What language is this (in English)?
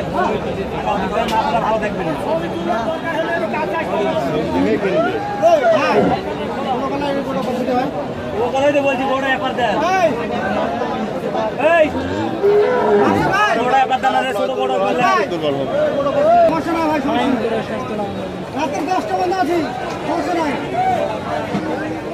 Bangla